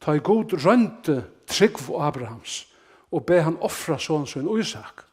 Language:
Faroese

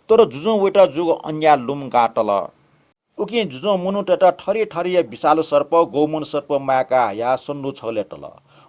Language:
Newari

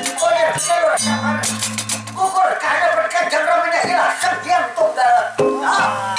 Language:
Banjar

